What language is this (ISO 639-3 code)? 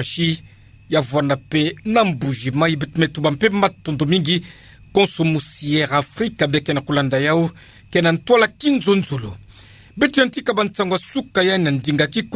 ktu